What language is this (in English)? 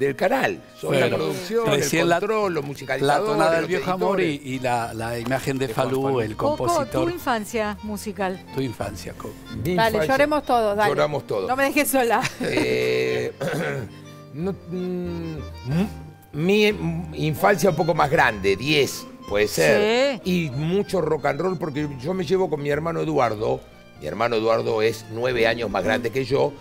Spanish